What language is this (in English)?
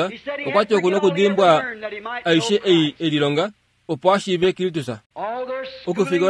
Kuanyama